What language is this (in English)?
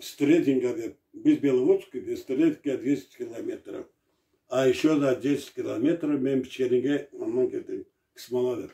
Karachay-Balkar